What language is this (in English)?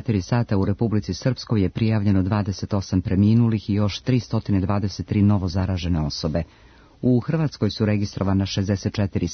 Serbian